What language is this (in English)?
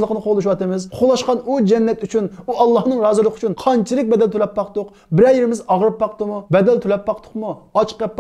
Uyghur